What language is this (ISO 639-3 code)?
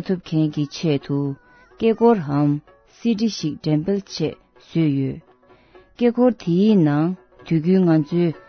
bod